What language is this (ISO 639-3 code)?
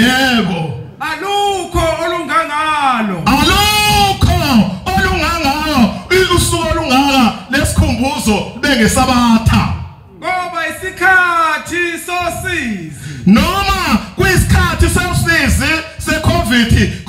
zul